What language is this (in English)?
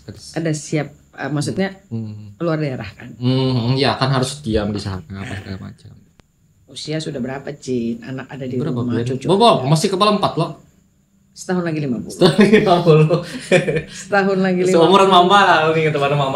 Banjar